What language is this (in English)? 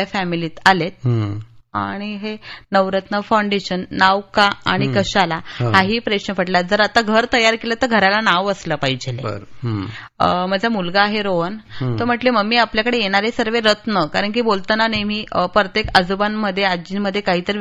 Marathi